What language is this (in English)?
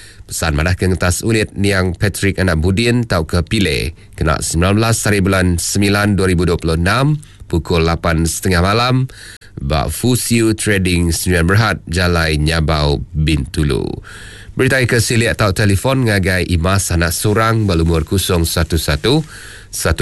Iban